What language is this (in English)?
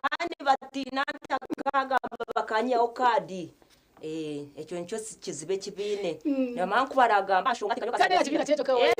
Nyankole